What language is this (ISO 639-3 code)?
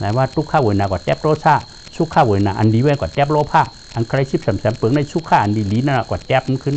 shn